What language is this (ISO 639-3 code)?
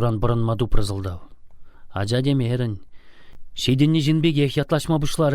chv